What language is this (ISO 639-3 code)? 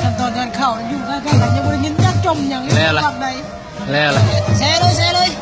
lao